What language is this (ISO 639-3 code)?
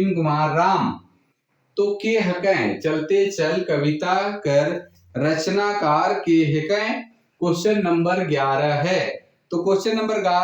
sck